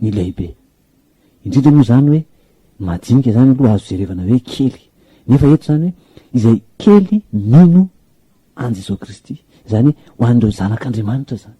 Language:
Malagasy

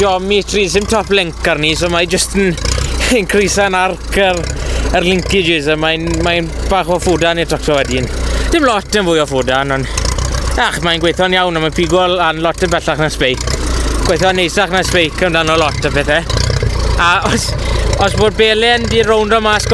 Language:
Welsh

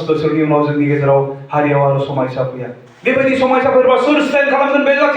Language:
Bodo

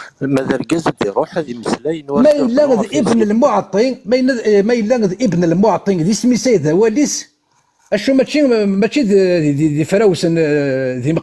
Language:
Kabyle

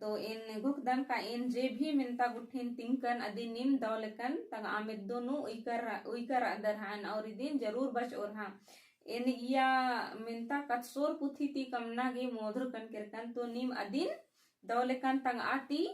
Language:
Kurukh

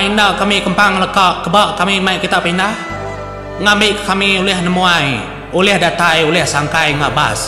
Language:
Iban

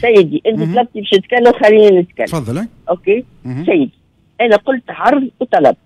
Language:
Tunisian Arabic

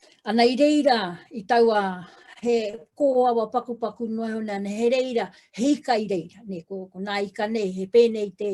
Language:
Māori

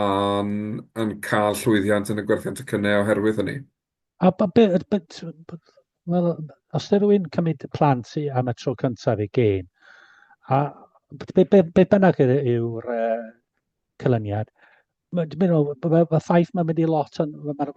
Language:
Welsh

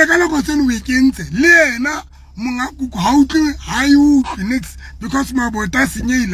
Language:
Southern Sotho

